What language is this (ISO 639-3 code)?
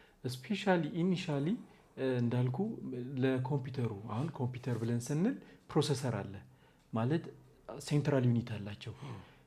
amh